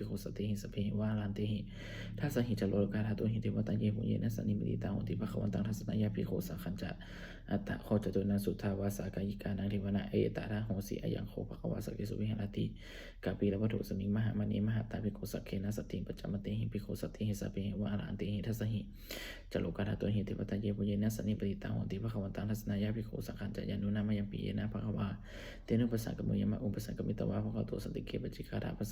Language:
Pali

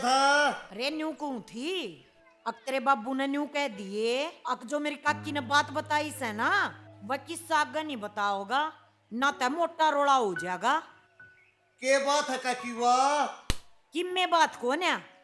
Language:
Haryanvi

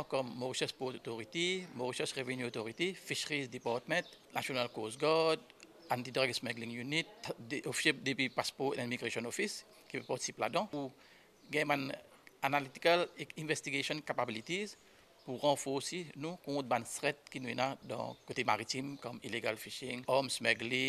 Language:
Morisyen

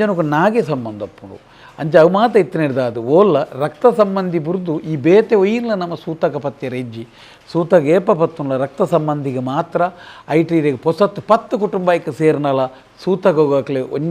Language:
Tulu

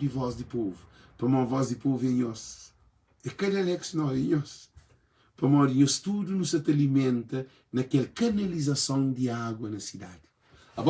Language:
Kabuverdianu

